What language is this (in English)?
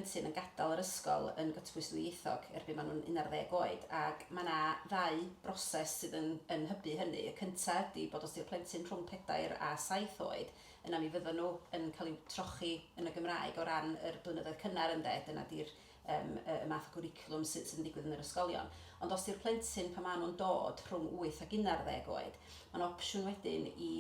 Welsh